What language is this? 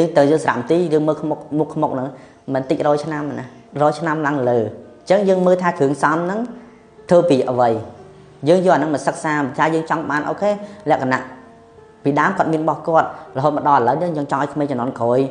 Khmer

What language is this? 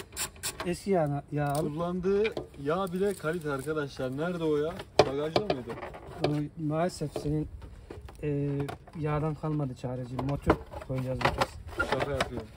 Turkish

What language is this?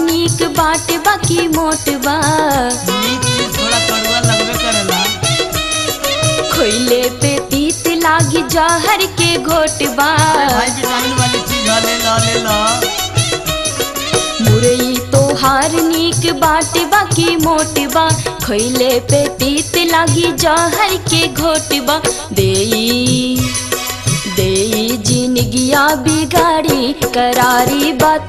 Bhojpuri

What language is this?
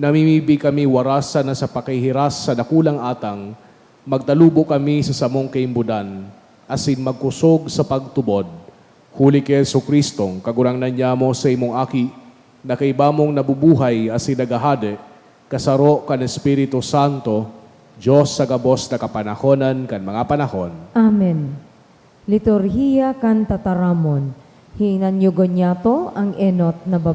Bikol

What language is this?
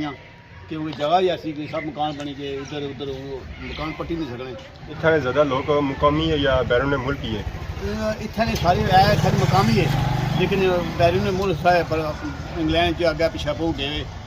Pahari-Potwari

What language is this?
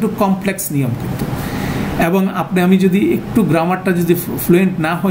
Bangla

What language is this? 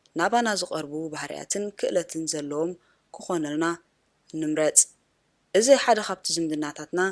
Tigrinya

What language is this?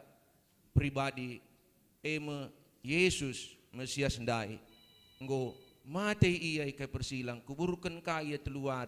Batak Karo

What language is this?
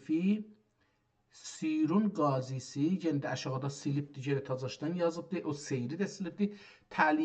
South Azerbaijani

